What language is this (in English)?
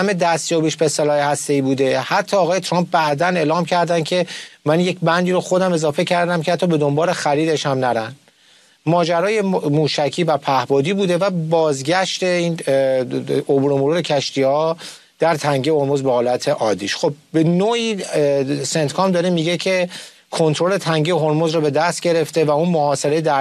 Persian